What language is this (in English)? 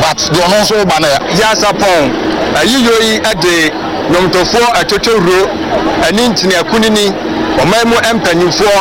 Akan